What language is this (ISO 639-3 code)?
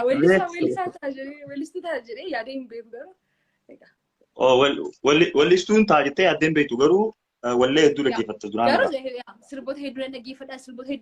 orm